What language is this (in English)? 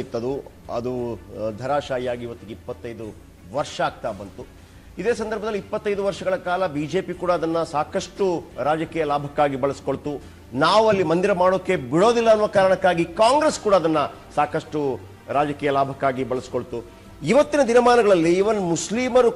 Kannada